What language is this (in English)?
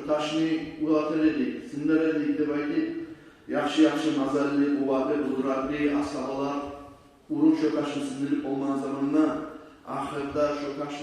Kumyk